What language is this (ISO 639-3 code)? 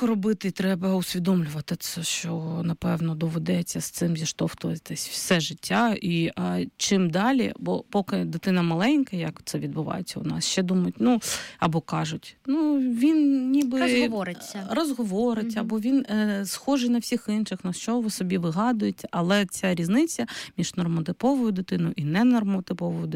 ukr